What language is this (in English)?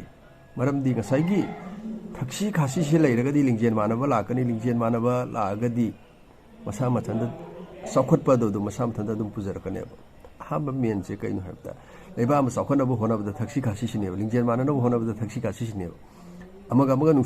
Manipuri